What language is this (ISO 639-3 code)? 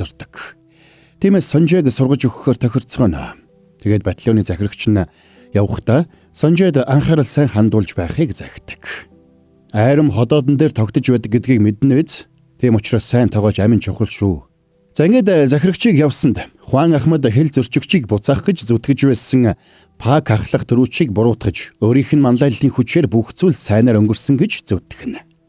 mon